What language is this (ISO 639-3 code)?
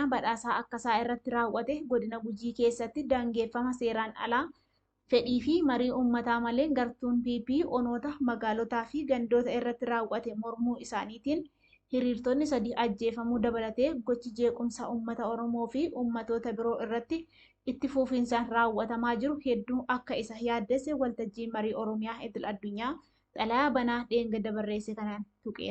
orm